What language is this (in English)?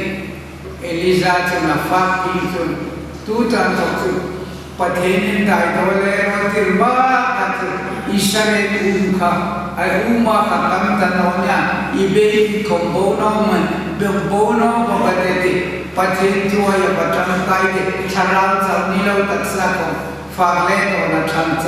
Hmar